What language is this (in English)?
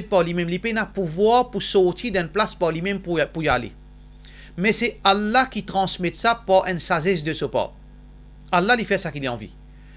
Morisyen